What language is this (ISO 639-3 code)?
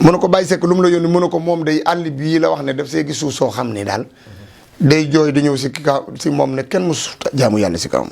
wol